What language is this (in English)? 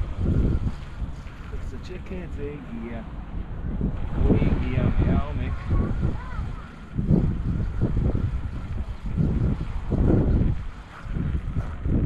Hebrew